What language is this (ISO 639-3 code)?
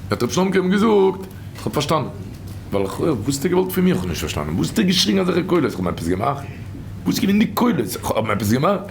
yid